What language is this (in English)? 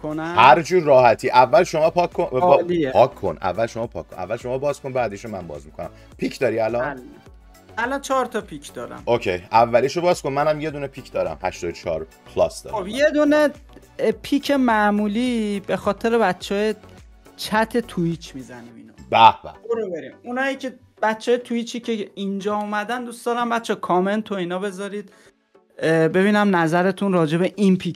Persian